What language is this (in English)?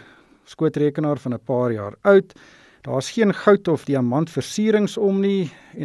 Afrikaans